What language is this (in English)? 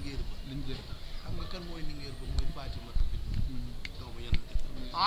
Wolof